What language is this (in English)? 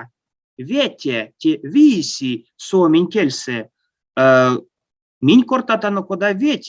Erzya